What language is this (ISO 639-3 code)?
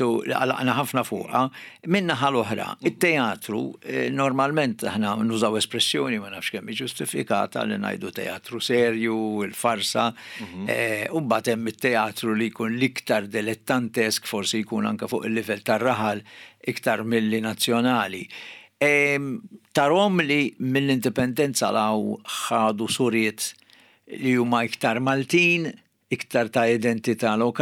mlt